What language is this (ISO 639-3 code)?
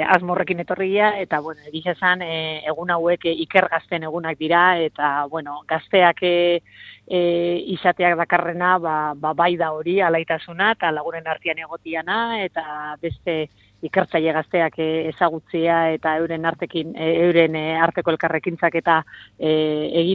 eus